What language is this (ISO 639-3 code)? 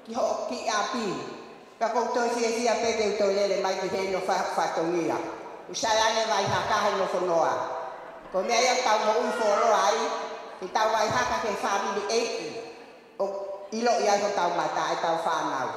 ton